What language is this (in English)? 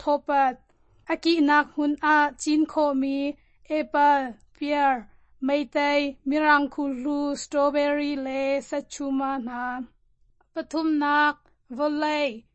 Hakha Chin